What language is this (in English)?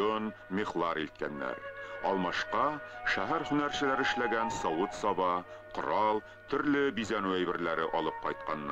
Tatar